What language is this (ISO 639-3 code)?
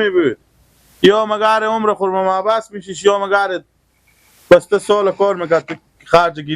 fas